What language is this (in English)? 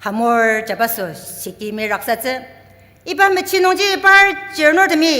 Ao Naga